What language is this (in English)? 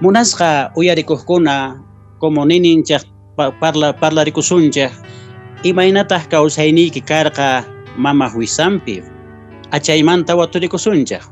Quechua